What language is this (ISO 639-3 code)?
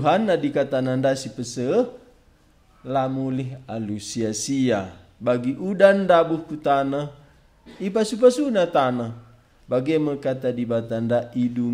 btx